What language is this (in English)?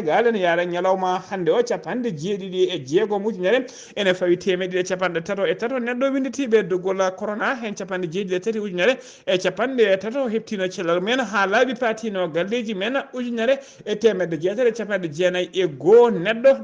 Fula